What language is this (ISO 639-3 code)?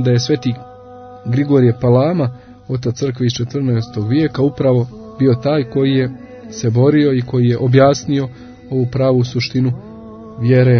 srp